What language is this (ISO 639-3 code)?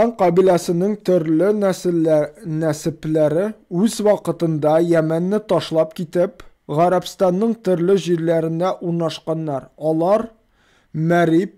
tat